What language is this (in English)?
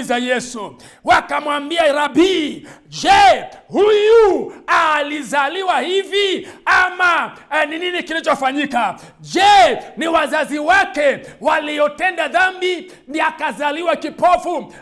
Swahili